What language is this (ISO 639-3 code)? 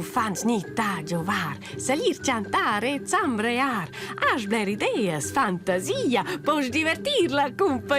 roh